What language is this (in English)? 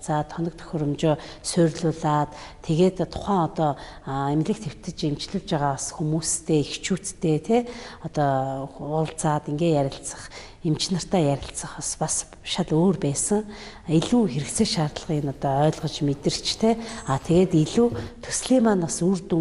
Mongolian